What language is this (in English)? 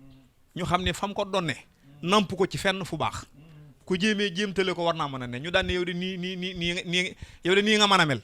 Wolof